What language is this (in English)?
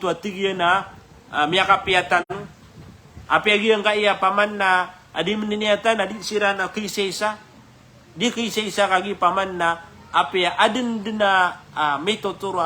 Maranao